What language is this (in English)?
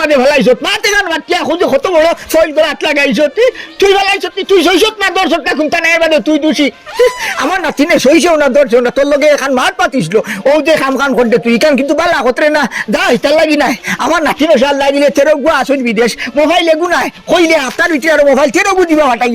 Sylheti